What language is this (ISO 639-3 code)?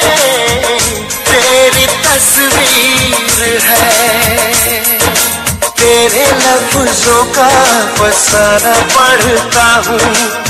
hin